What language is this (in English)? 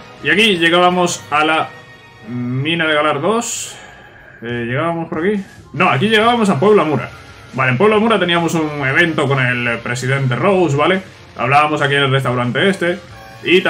Spanish